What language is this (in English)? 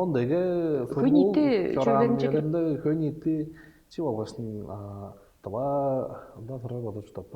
Tuvinian